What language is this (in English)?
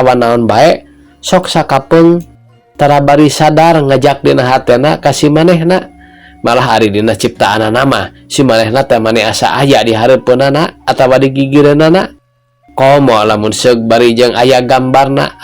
Sundanese